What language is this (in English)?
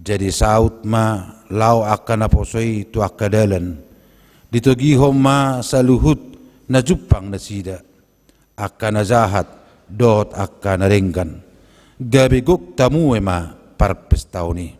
Batak Toba